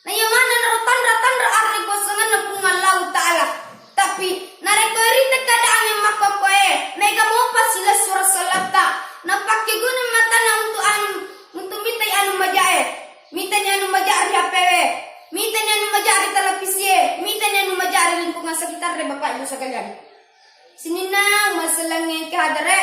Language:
Buginese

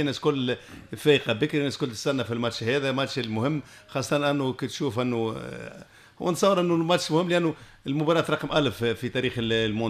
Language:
Tunisian Arabic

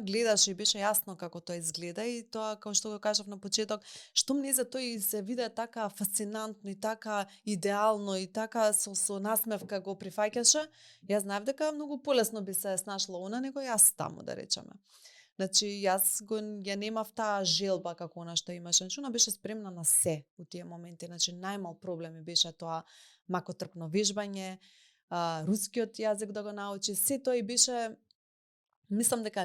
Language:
Macedonian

